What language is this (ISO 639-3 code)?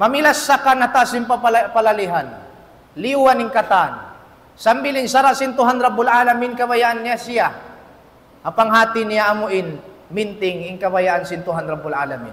tsg